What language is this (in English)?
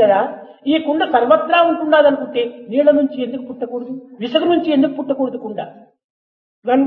Telugu